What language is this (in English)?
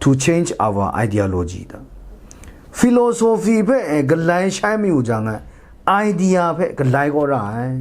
Kachin